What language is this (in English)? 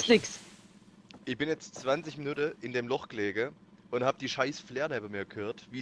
Bavarian